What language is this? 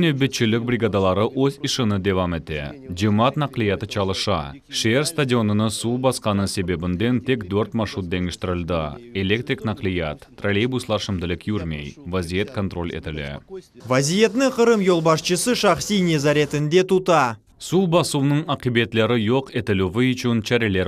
Crimean Tatar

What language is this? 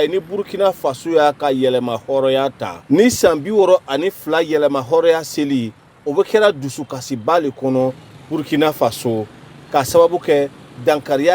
Bambara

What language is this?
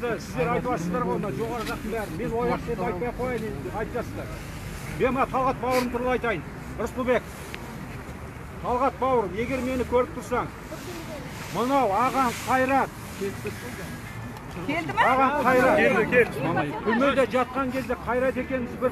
Kazakh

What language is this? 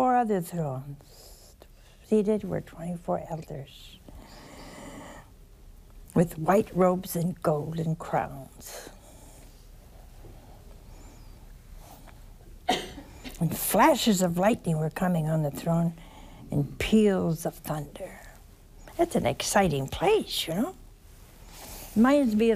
English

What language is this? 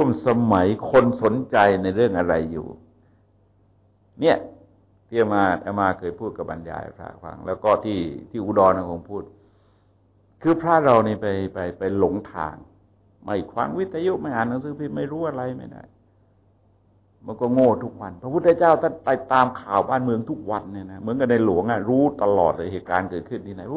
Thai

